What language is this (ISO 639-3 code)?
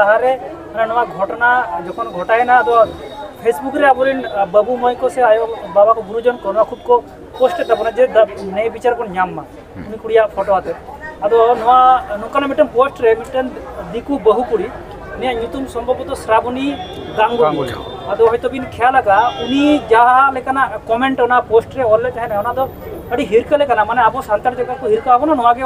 sat